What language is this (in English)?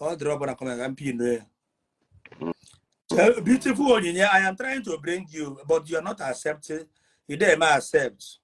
Igbo